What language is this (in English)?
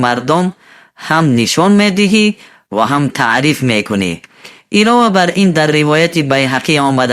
Tajik